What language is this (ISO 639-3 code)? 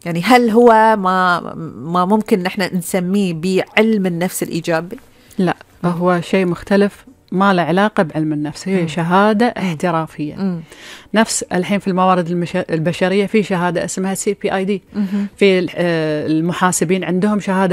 afb